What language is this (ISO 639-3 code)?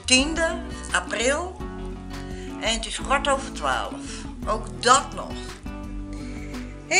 nld